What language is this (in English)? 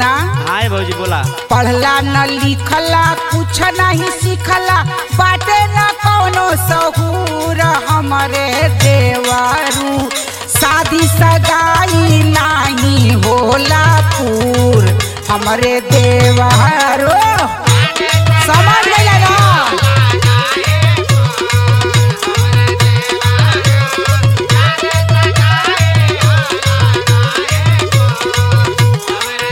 Bhojpuri